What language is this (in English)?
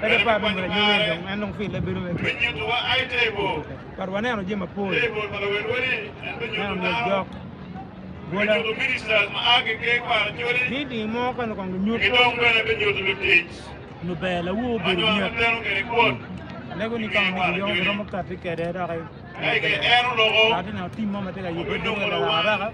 Acoli